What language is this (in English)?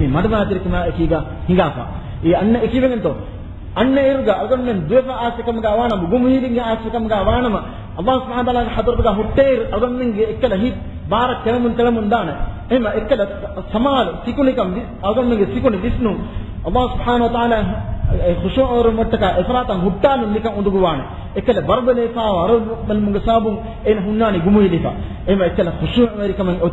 Divehi